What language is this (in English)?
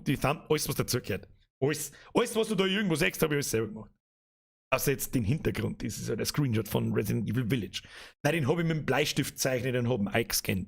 Bavarian